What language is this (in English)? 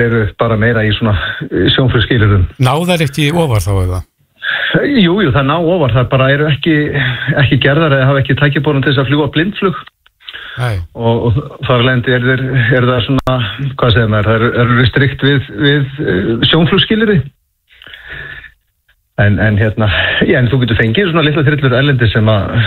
Icelandic